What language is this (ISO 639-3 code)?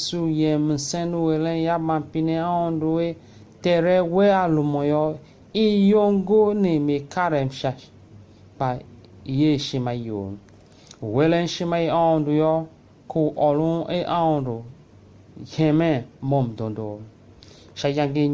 tiv